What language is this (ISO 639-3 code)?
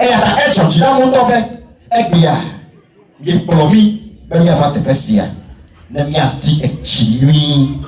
ewe